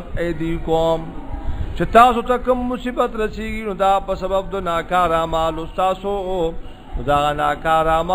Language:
Pashto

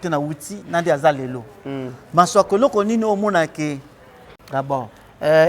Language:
Lingala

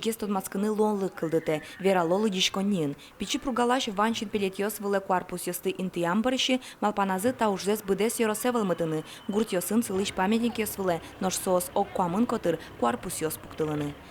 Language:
Udmurt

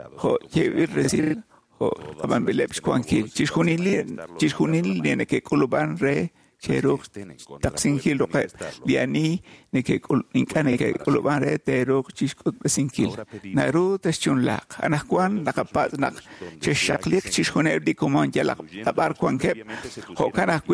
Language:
Kekchí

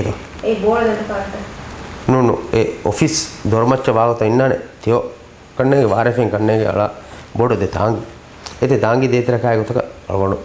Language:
Divehi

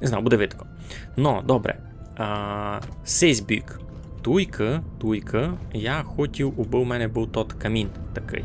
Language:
Rusyn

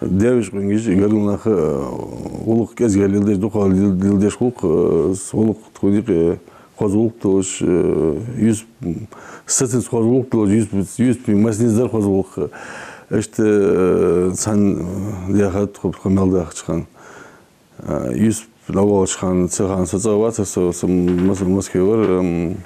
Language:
Ingush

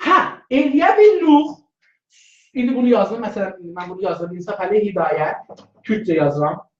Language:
South Azerbaijani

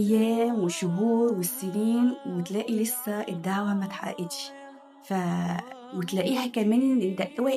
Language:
Egyptian Arabic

